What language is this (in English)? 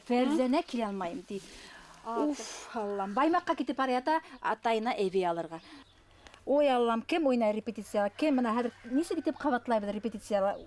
Bashkir